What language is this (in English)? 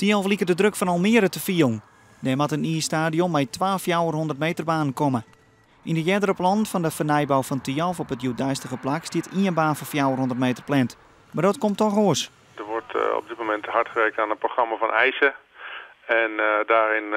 Western Frisian